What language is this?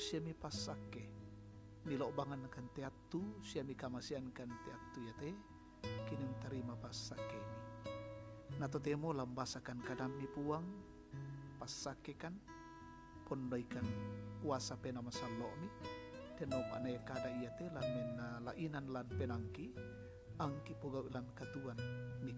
Toraja-Sa'dan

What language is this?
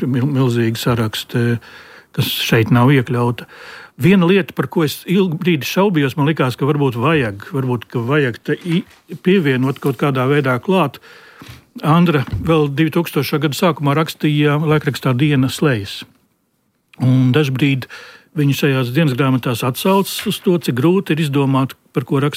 Latvian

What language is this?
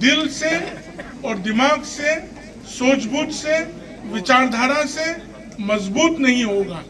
Khasi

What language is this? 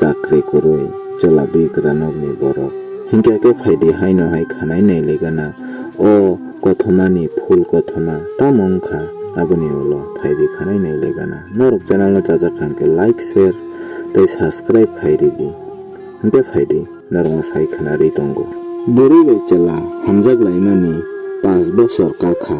Kok Borok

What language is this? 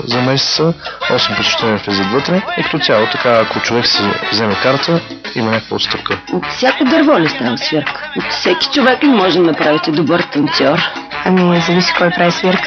Bulgarian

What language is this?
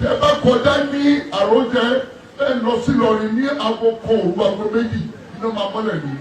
Yoruba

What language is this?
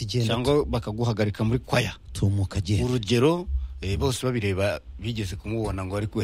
Kinyarwanda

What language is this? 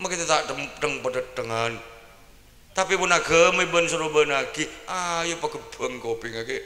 Madurese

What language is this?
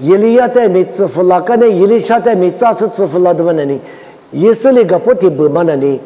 Lisu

